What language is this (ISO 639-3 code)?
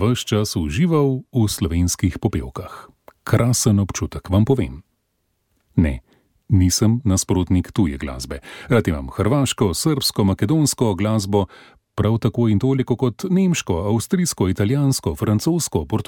slv